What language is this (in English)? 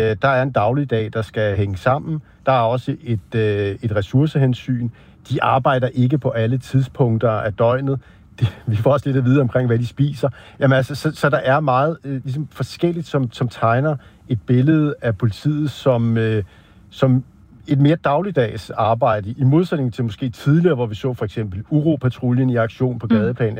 Danish